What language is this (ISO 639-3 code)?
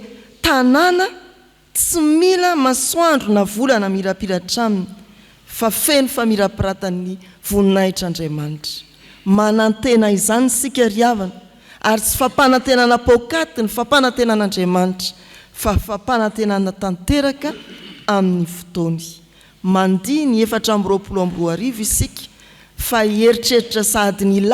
mlg